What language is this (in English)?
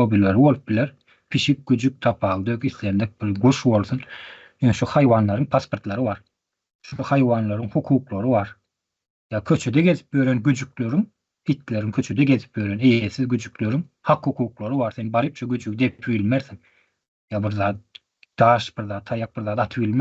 Turkmen